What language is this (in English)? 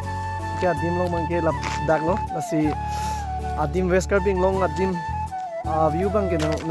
Karbi